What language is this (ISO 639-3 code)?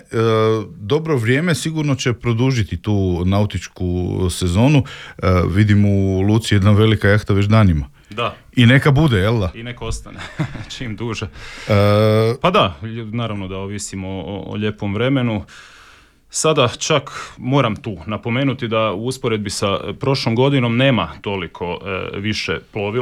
hrv